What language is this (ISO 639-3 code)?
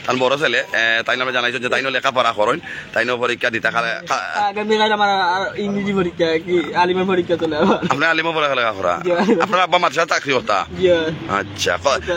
syl